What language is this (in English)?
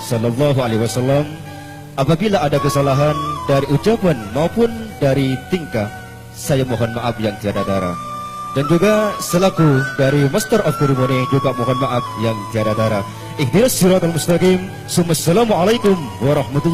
Madurese